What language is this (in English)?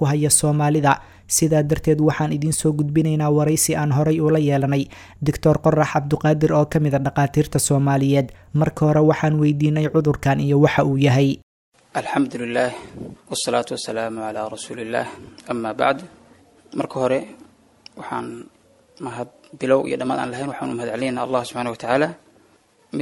Somali